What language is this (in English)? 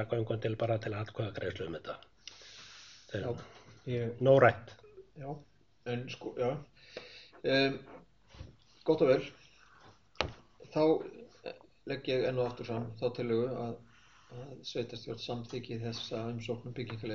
Icelandic